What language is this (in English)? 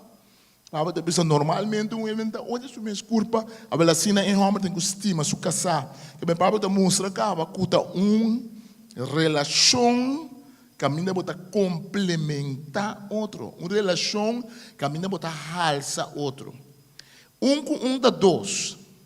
Papiamento